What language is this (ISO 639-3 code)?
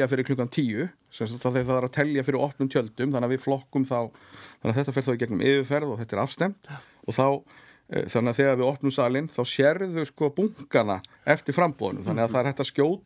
isl